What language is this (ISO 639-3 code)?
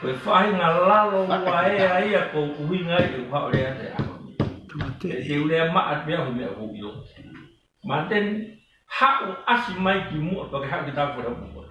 ton